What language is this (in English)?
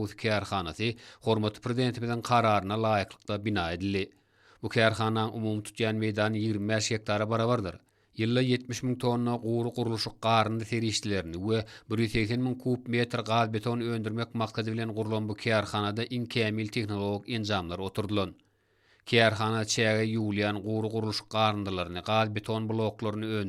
Turkmen